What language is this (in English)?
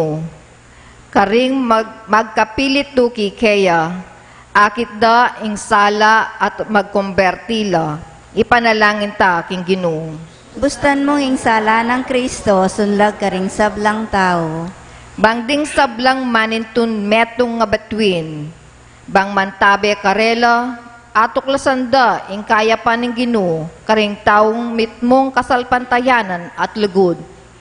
Pampanga